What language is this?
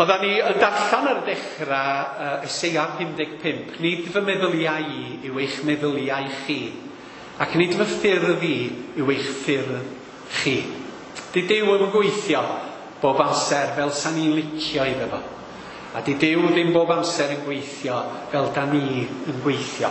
Welsh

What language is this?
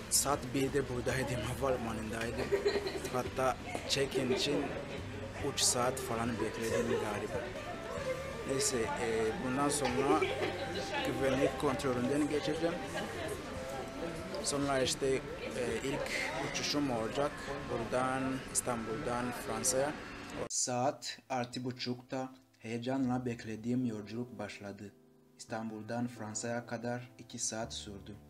Turkish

